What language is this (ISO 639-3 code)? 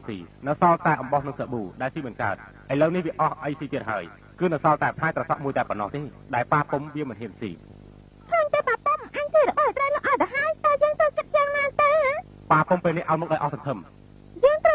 khm